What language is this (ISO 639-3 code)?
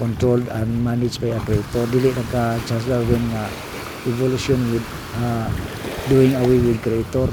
ceb